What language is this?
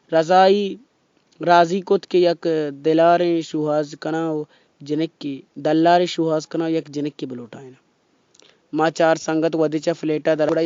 Baluchi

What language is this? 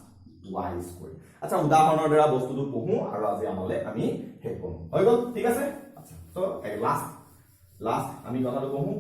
Assamese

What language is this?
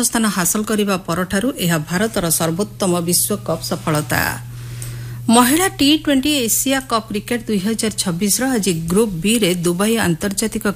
Odia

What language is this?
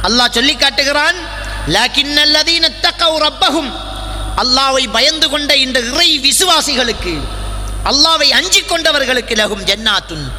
Tamil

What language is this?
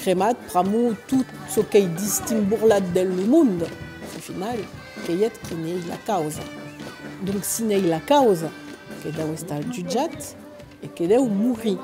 Occitan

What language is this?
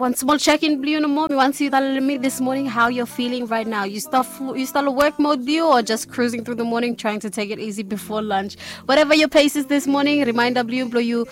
Bislama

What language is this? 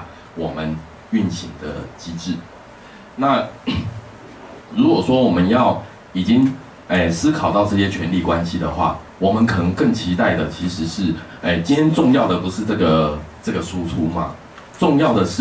Chinese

